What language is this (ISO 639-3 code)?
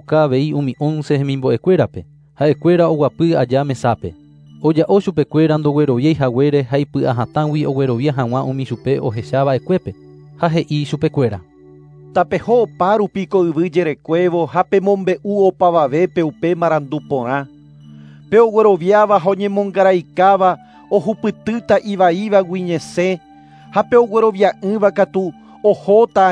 grn